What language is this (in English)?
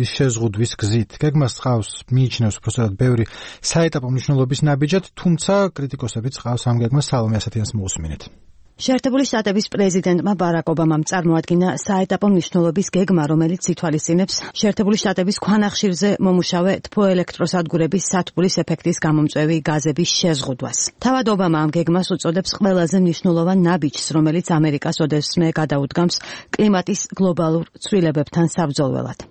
Georgian